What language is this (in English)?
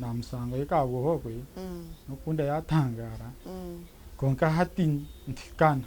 Nyankole